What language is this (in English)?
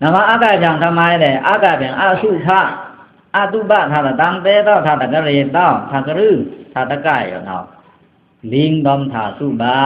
Pa'o Karen